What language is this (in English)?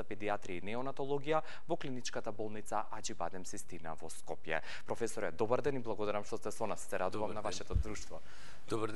Macedonian